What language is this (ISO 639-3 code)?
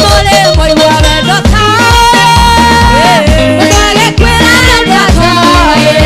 kik